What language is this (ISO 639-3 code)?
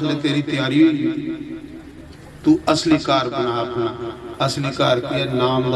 doi